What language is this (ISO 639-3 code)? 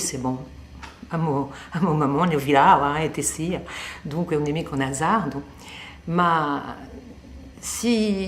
cos